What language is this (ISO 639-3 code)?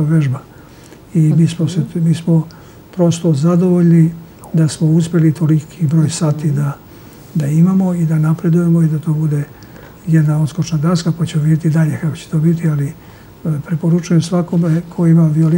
srp